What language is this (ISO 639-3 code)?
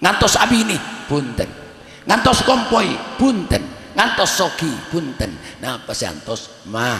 mad